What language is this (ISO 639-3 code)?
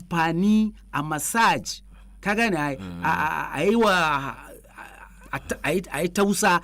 hau